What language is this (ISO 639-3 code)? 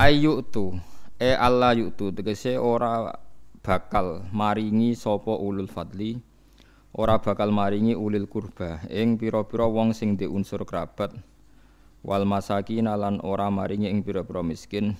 jav